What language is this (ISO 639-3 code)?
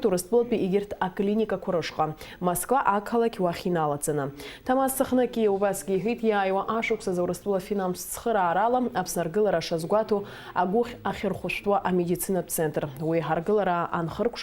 abk